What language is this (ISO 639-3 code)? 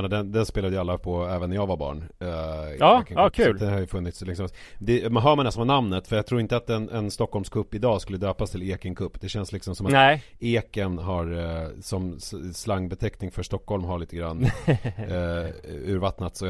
swe